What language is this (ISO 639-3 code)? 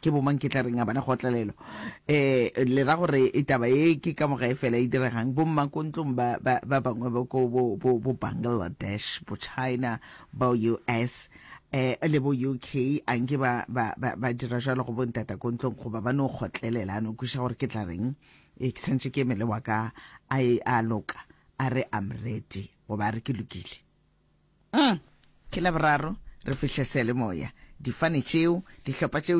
nso